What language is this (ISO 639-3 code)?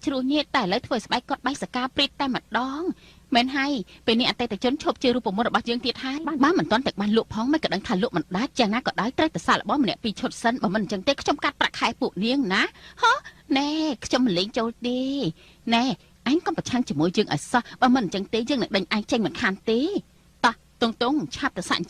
khm